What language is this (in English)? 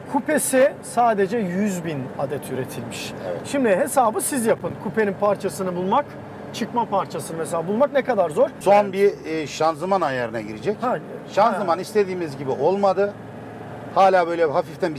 Turkish